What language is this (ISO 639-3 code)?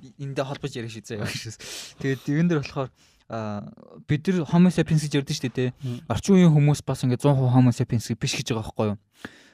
mon